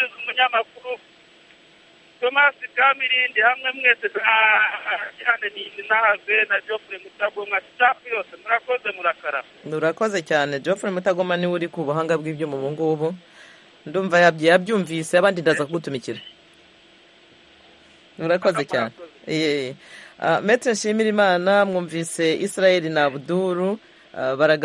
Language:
Kinyarwanda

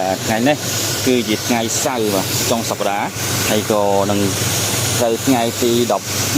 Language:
Khmer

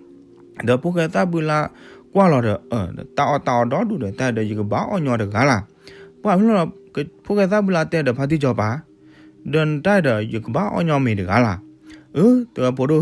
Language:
S'gaw Karen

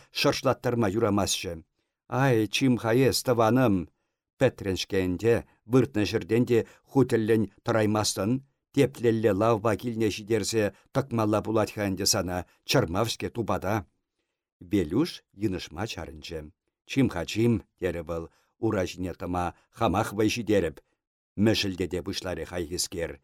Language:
Chuvash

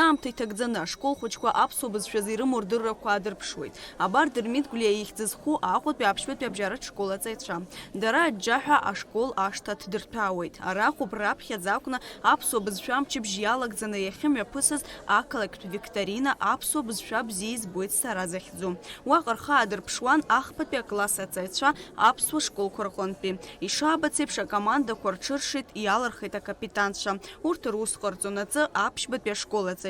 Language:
Abkhazian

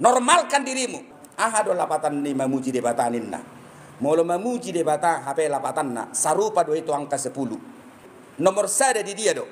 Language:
Batak Toba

